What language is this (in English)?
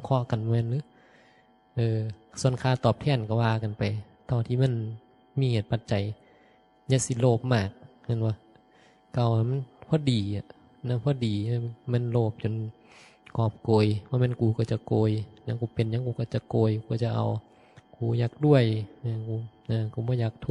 Northeastern Thai